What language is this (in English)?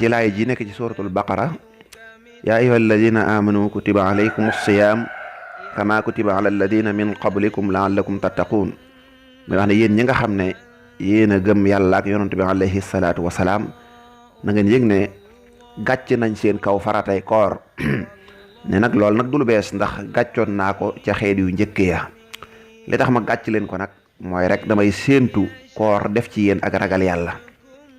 Wolof